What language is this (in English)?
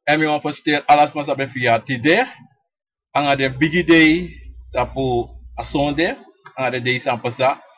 Sranan Tongo